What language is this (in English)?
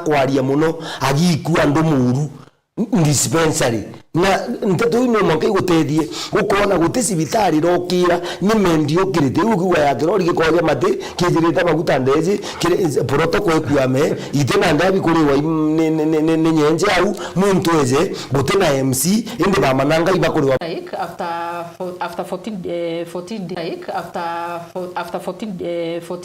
Meru